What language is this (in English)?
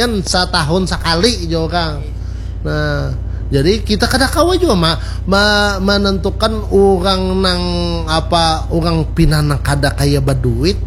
Banjar